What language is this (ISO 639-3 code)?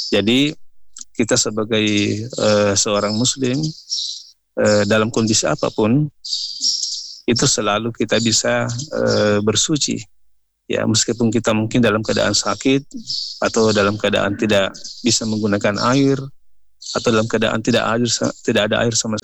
ind